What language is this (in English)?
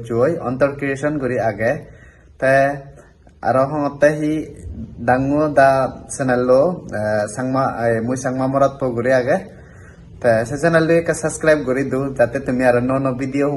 Chakma